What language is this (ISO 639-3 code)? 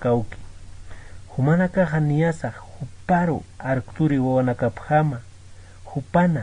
aym